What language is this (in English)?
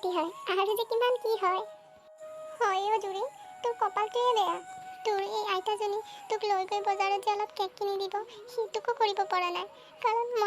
Assamese